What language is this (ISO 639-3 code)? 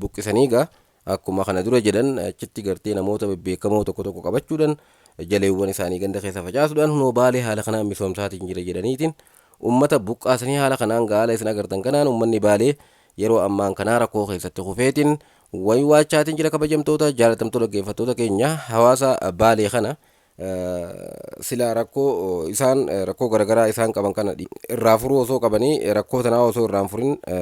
orm